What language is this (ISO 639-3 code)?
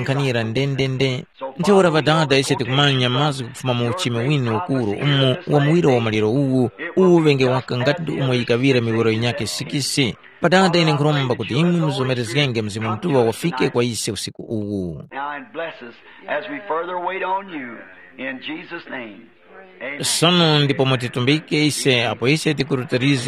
tum